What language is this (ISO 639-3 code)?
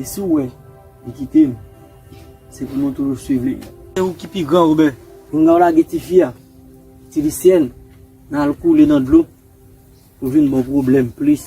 hat